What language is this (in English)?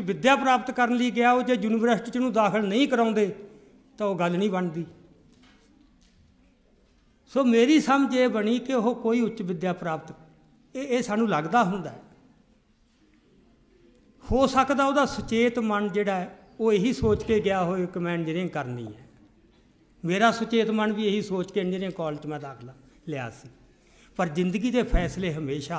Punjabi